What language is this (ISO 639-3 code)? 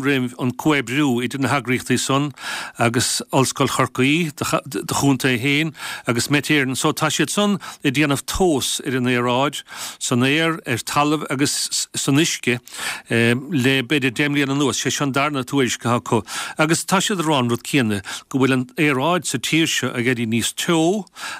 gle